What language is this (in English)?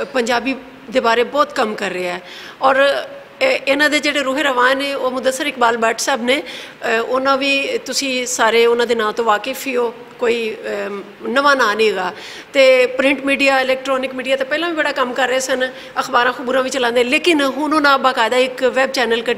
Western Panjabi